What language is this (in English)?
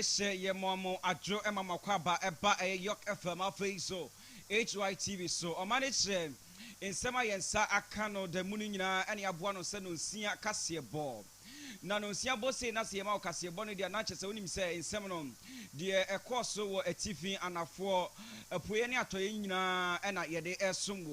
Akan